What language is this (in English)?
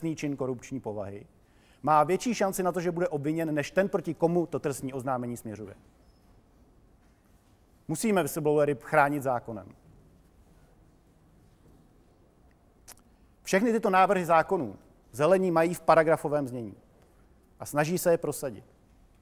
Czech